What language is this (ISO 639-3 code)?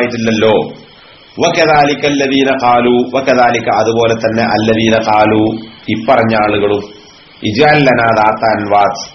mal